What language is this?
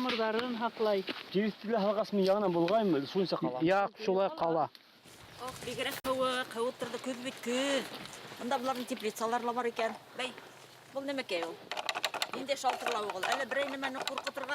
Bashkir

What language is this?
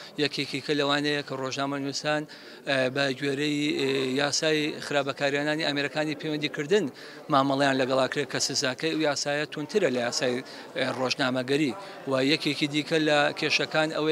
Central Kurdish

